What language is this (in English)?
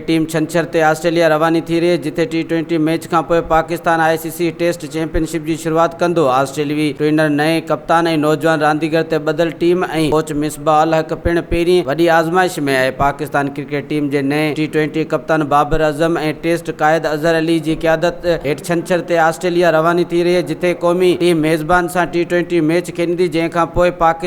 Sindhi